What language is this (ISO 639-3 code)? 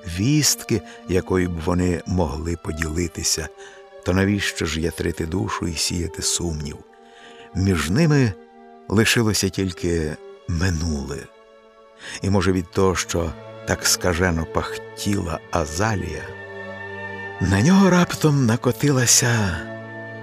ukr